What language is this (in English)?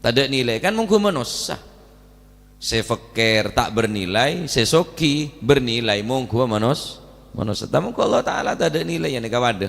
Madurese